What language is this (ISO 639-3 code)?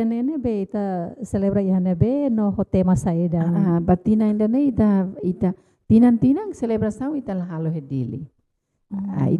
tet